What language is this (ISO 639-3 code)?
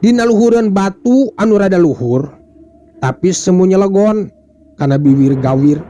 sun